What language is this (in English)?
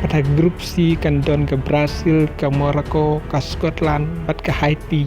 Khasi